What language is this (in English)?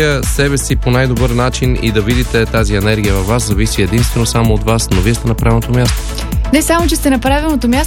Bulgarian